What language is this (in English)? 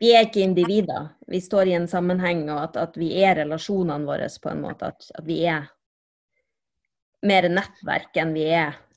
Norwegian